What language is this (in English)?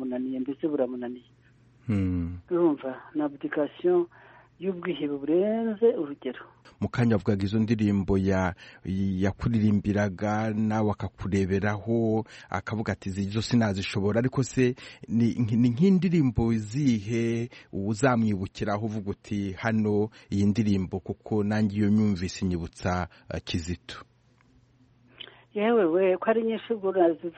Kinyarwanda